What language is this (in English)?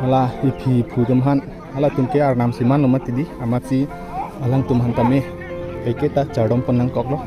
Karbi